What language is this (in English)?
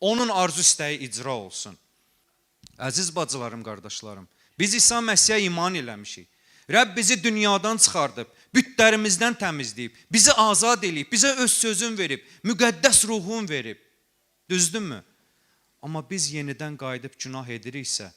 Azerbaijani